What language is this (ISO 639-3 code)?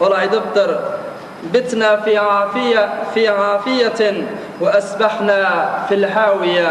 tuk